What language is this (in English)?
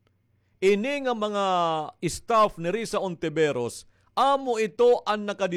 Waray